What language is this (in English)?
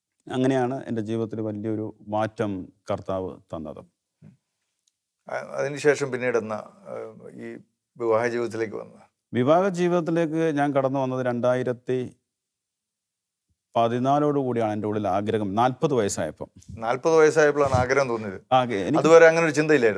Malayalam